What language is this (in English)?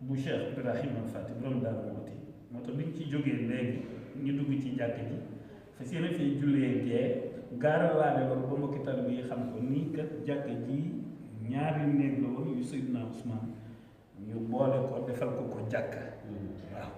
Wolof